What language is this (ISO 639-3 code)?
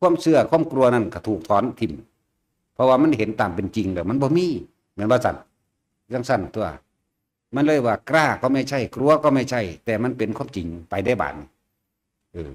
tts